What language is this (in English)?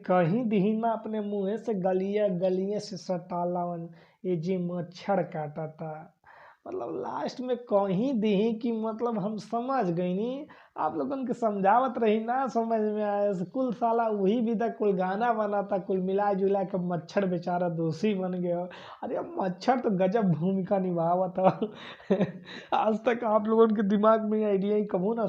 Bhojpuri